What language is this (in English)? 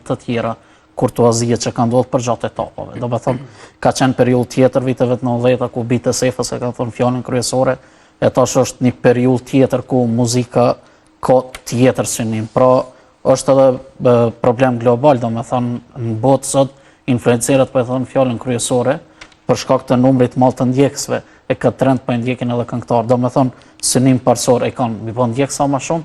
Albanian